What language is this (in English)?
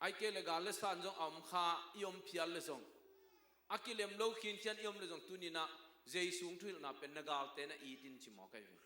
Tedim Chin